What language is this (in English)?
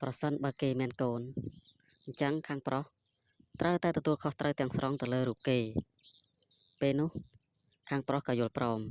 Khmer